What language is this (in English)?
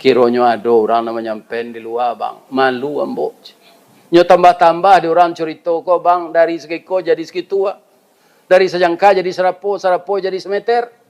Minangkabau